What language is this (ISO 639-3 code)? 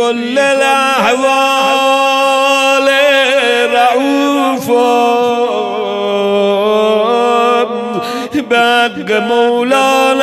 fas